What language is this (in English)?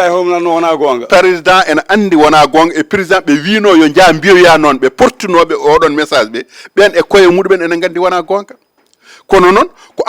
Fula